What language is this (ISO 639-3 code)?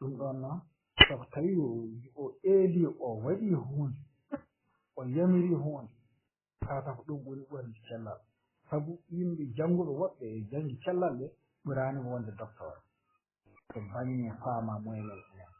ful